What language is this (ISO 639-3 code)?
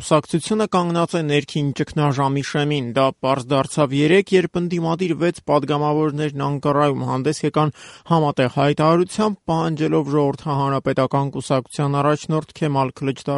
hye